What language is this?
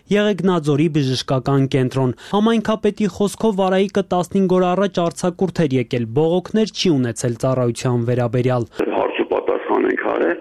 Armenian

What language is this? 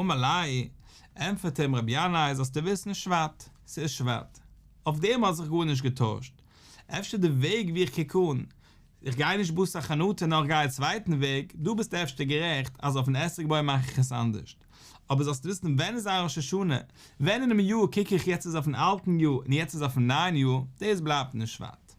Yiddish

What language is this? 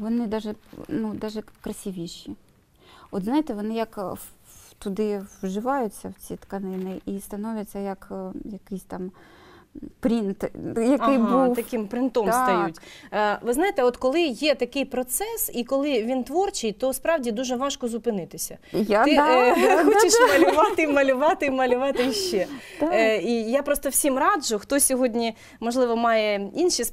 Ukrainian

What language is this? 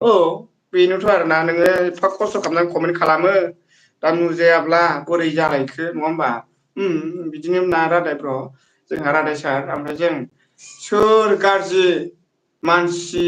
Bodo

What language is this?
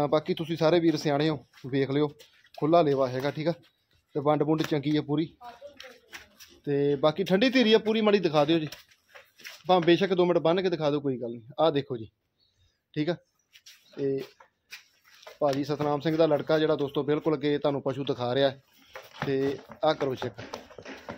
Punjabi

